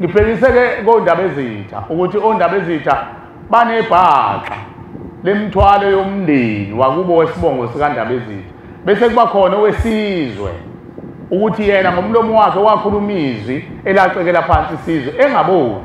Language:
Zulu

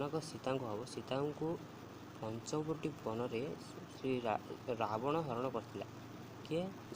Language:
Odia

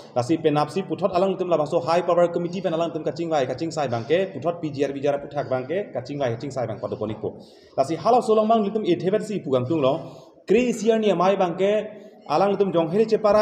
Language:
Karbi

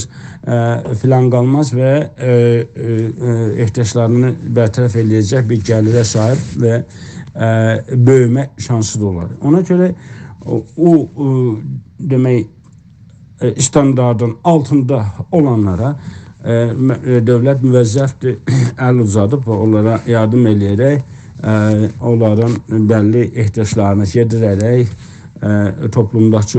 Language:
South Azerbaijani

